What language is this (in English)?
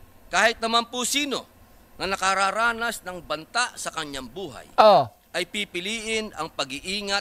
Filipino